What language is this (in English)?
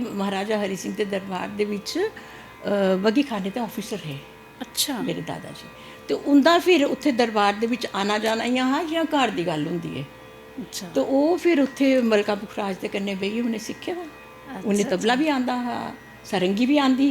Dogri